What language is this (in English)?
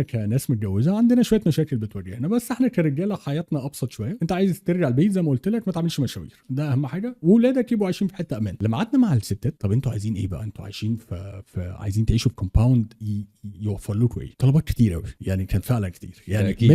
Egyptian Arabic